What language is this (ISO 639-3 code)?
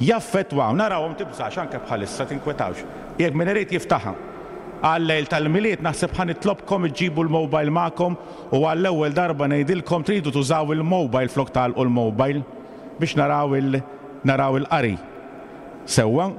mlt